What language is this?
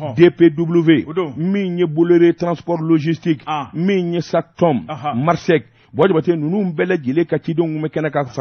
Bambara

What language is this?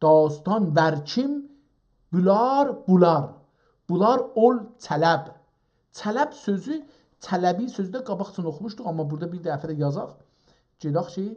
South Azerbaijani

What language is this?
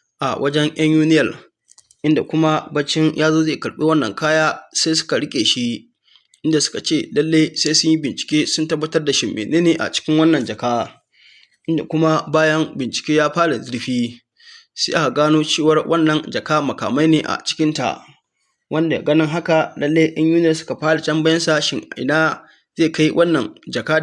Hausa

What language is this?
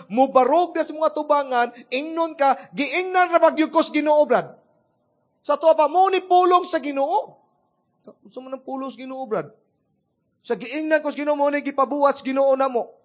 Cebuano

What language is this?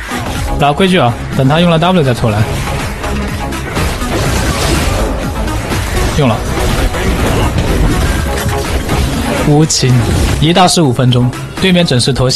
Chinese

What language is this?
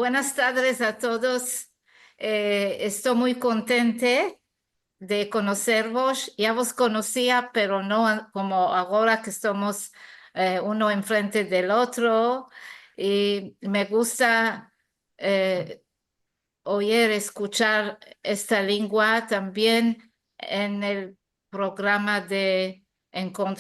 Ladino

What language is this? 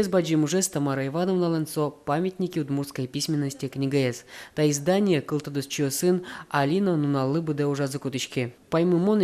Udmurt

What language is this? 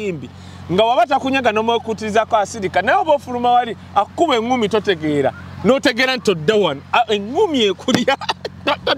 Ganda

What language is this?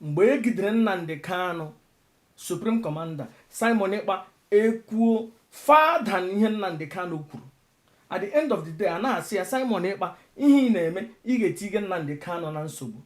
Igbo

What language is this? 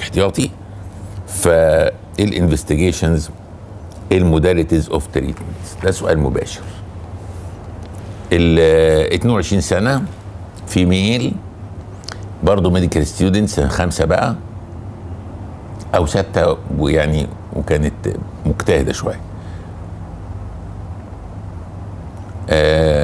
Egyptian Arabic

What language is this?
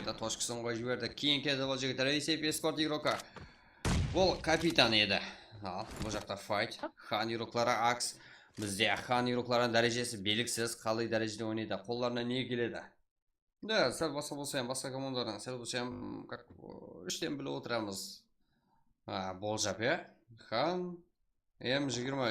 Kara-Kalpak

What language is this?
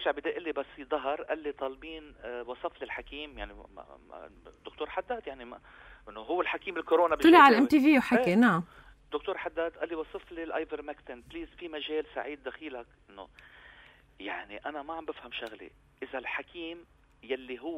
North Levantine Arabic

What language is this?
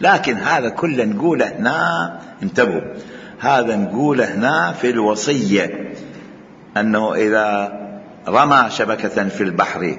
Mesopotamian Arabic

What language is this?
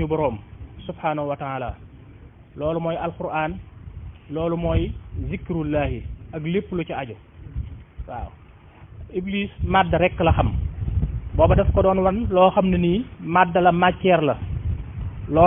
Wolof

